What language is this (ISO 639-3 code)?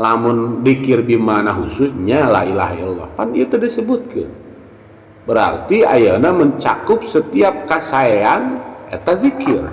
sun